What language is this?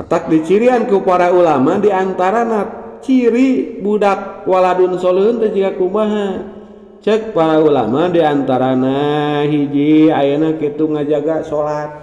Sundanese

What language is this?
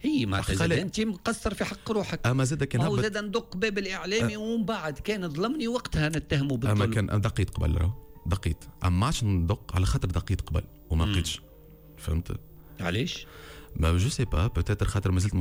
Tunisian Arabic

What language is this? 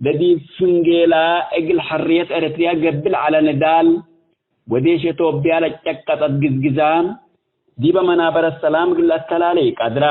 Tigre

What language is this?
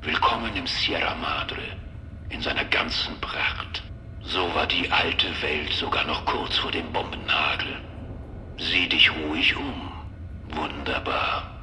Bavarian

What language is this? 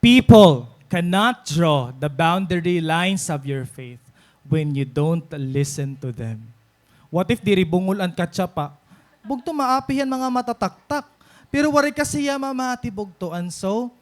Waray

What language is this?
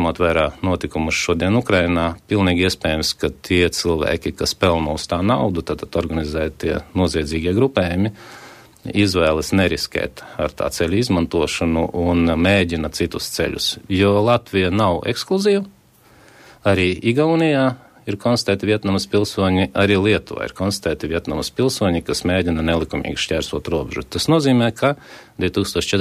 Latvian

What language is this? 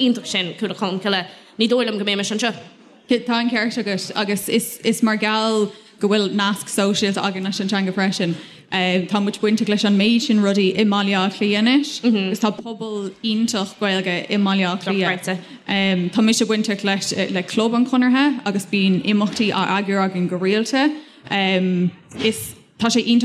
Irish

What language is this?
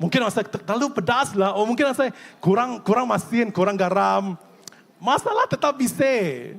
Iban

